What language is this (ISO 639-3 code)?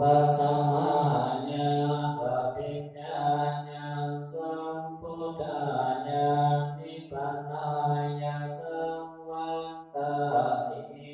pli